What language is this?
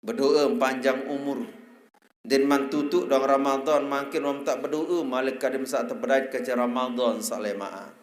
Sasak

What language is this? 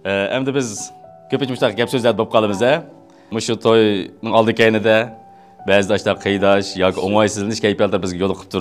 Uyghur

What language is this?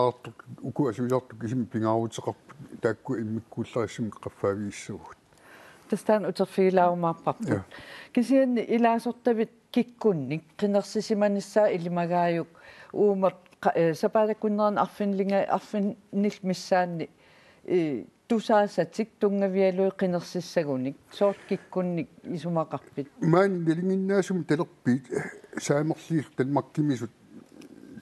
Kalaallisut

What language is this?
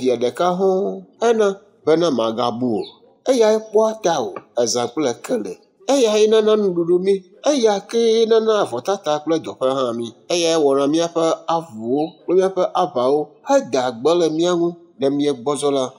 Ewe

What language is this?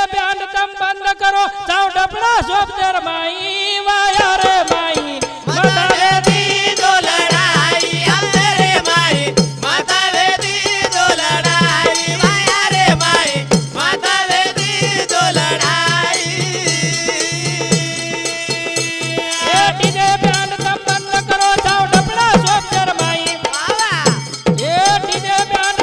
Lambadi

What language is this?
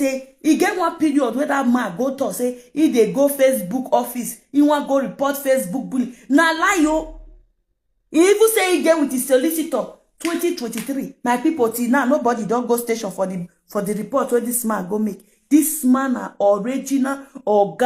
Nigerian Pidgin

